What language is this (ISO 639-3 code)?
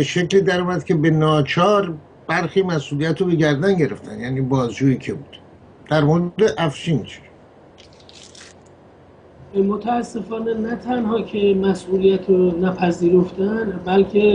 fas